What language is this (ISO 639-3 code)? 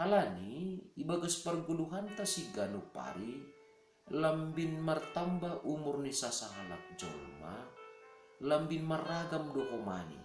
bts